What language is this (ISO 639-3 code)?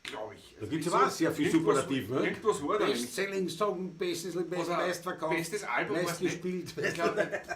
bar